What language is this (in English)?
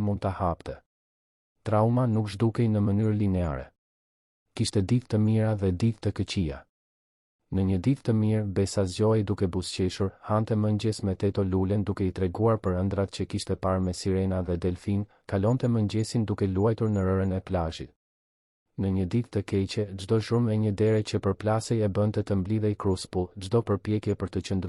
Albanian